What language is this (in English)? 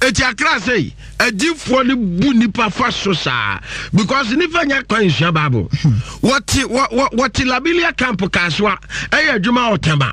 Akan